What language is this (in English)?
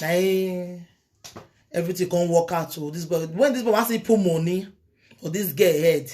Nigerian Pidgin